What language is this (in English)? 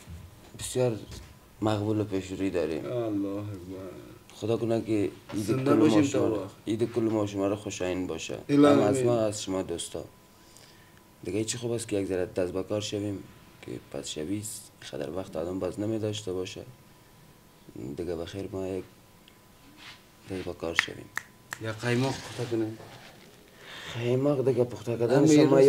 Persian